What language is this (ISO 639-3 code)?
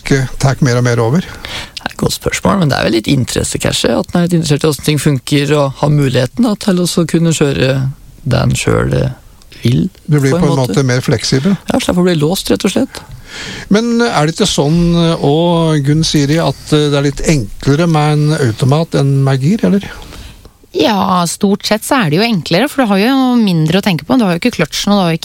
nor